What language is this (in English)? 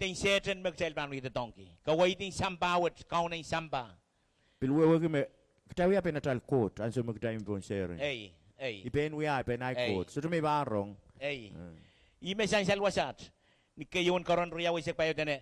Pohnpeian